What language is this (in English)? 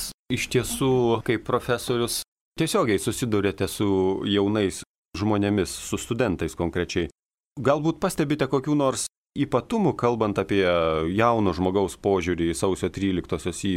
Lithuanian